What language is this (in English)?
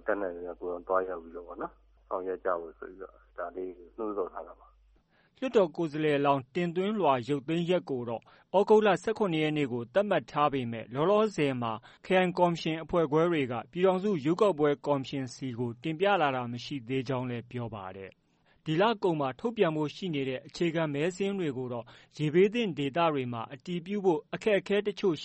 Burmese